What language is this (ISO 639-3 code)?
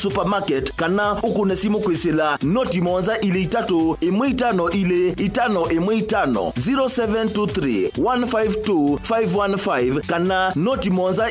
kam